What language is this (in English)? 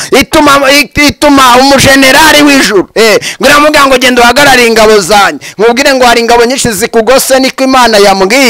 Kinyarwanda